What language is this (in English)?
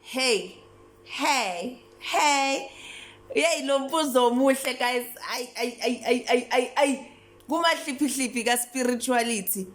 Zulu